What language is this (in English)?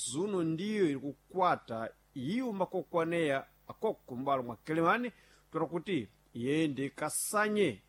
Sena